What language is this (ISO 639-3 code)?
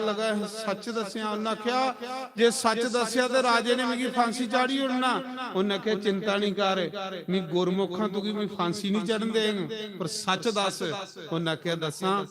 doi